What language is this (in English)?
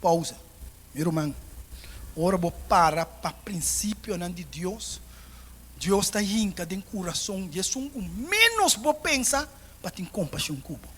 Papiamento